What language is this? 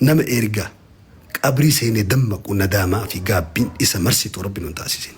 Oromo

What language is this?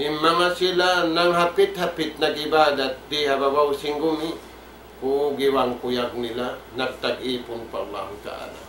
Tausug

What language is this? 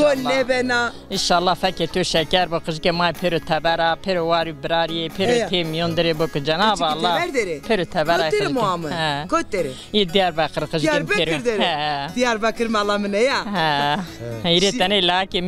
Zaza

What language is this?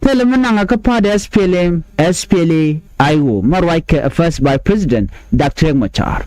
Nuer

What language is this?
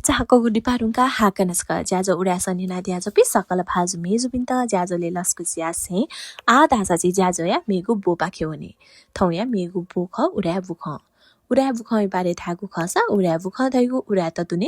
Newari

